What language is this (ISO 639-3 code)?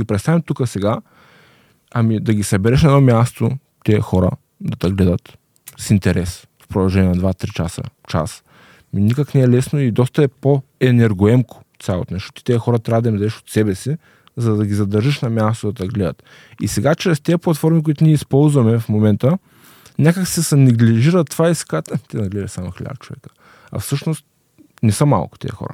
bul